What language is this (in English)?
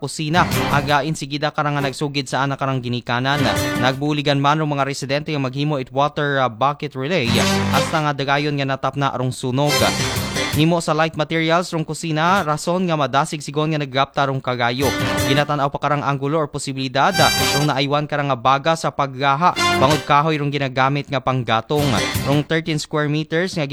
Aklanon